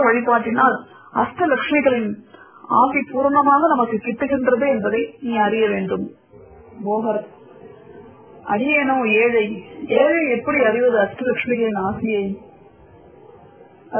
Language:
Tamil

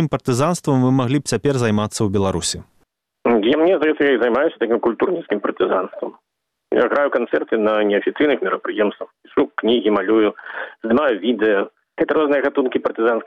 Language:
Belarusian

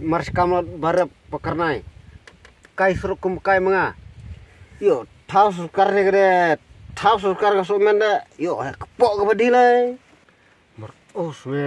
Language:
Khasi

